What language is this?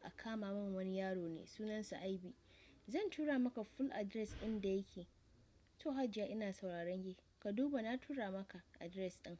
Hausa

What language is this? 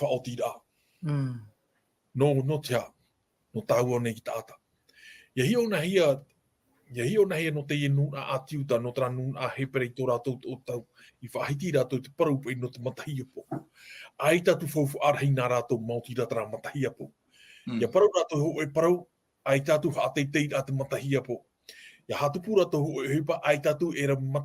Tahitian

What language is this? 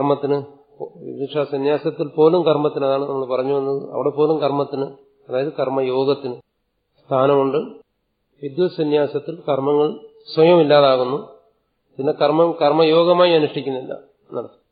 Malayalam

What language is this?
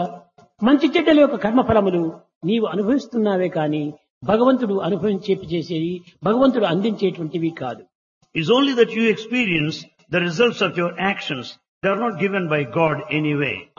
Telugu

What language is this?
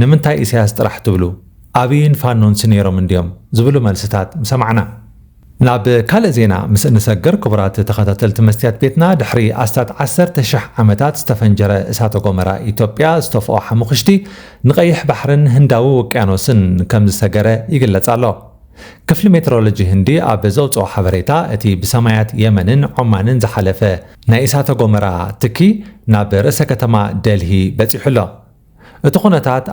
Tigrinya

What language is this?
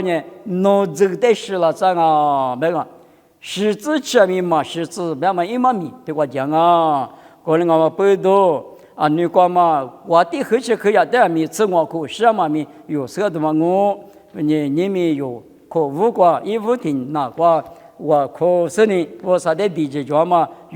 Lisu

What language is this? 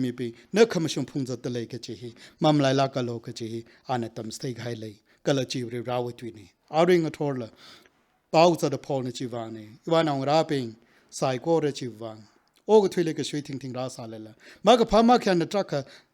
Tangkhul Naga (India)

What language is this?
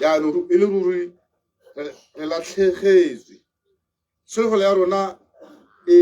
Tswana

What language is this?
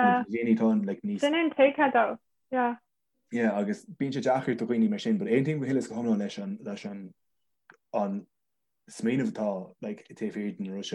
Irish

